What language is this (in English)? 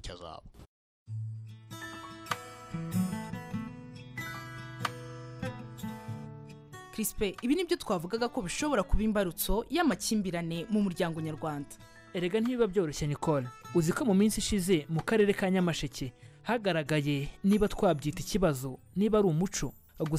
Kinyarwanda